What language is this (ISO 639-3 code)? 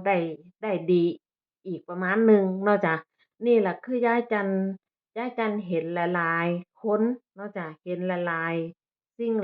tts